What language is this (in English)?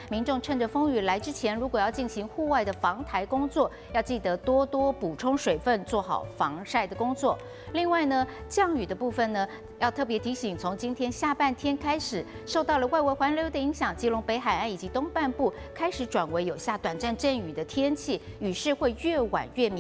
Chinese